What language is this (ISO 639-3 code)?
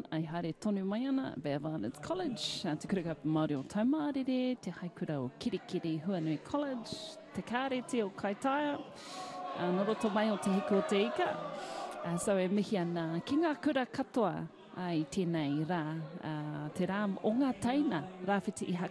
mri